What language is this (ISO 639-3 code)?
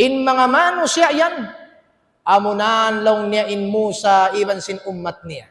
tsg